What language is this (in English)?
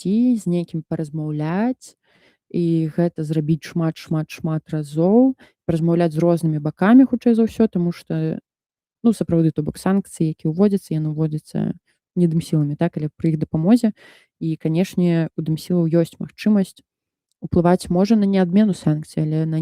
Belarusian